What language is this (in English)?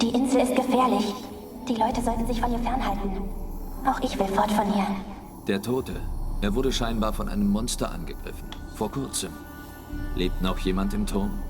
Swiss German